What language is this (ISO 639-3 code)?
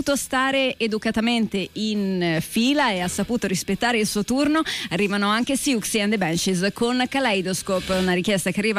ita